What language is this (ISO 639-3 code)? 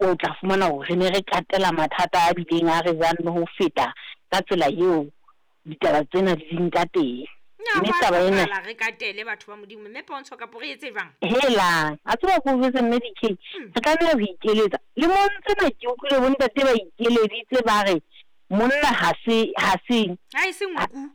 sot